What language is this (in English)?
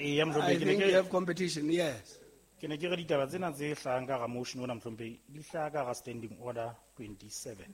Southern Sotho